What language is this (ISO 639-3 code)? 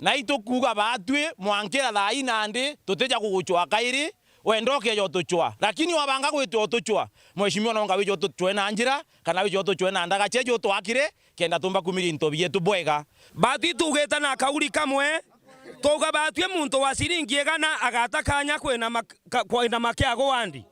mer